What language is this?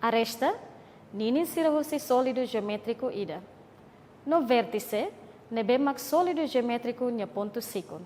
Tetum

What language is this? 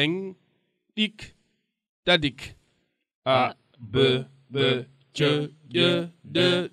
Serer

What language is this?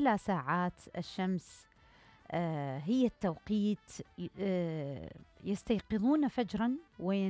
Mesopotamian Arabic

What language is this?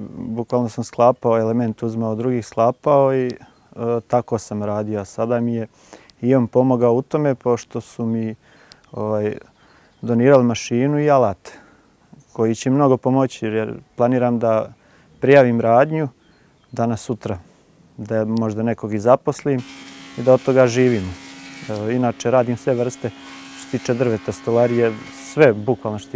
Bosnian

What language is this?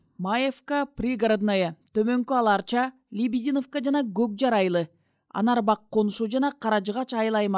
Kyrgyz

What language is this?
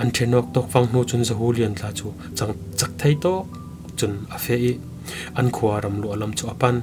Falam Chin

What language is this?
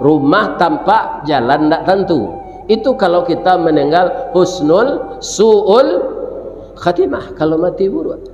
Minangkabau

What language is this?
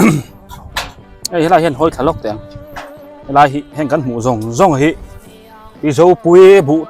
Biete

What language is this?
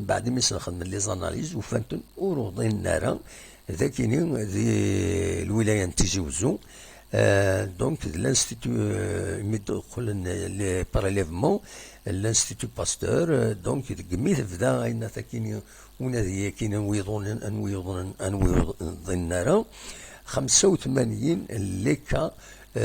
Kabyle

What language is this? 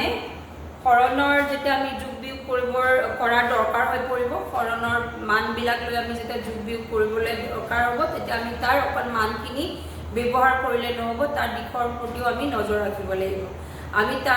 Assamese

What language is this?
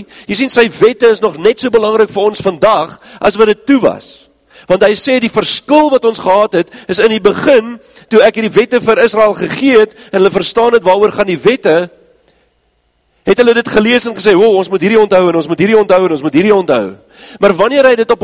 Afrikaans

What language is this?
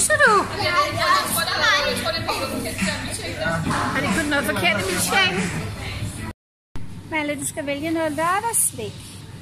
Danish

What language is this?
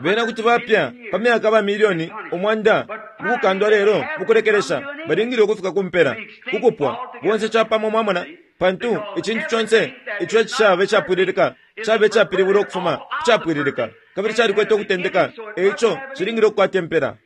Bemba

